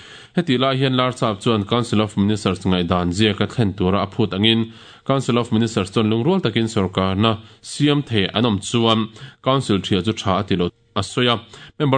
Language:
Mizo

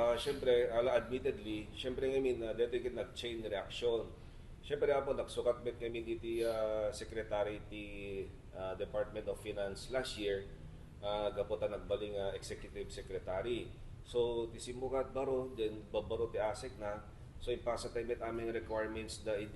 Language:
Iloko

